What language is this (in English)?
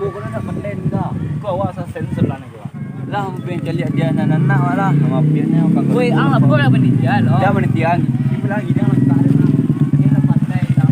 Minangkabau